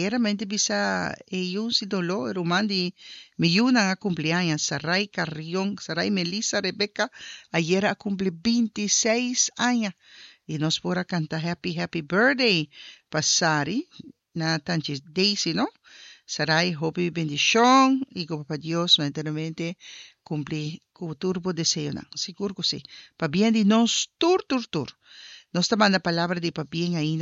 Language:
Papiamento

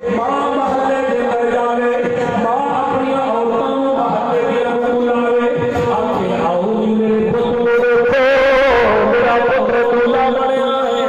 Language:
Saraiki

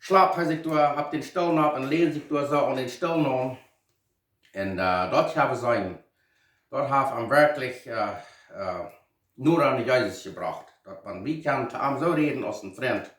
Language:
Plautdietsch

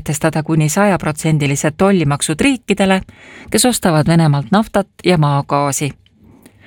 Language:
Estonian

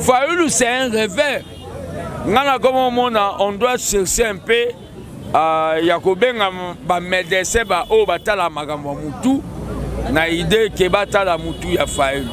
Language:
Lingala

